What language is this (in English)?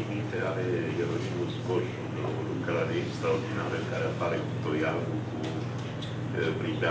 Romanian